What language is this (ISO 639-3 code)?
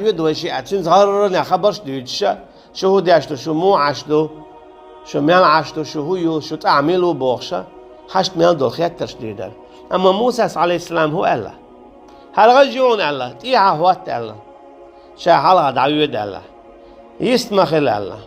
che